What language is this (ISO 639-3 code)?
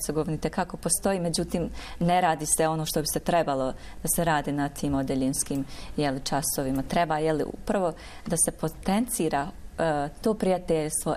bos